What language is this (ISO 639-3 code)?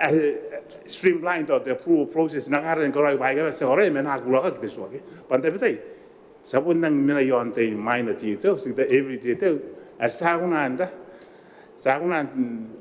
gil